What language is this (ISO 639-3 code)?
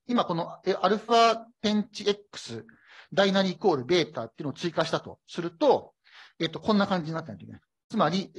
jpn